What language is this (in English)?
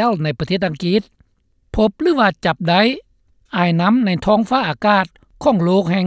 Lao